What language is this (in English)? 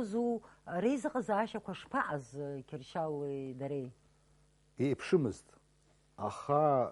Abkhazian